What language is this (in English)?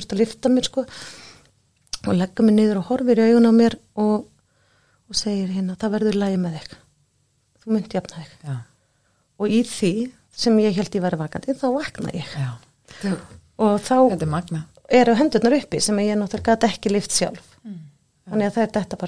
Icelandic